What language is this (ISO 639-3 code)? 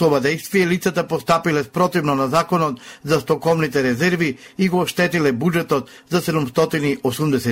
mkd